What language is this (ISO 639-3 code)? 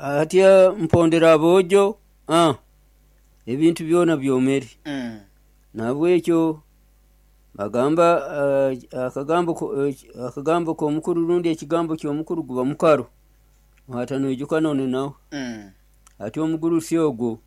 nyo